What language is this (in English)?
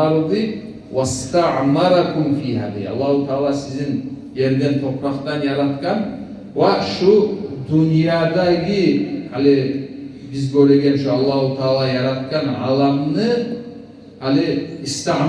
Kumyk